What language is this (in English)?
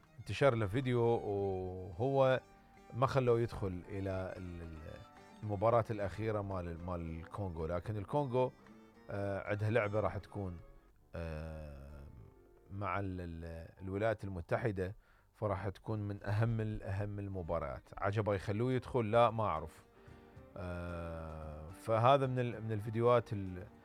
Mesopotamian Arabic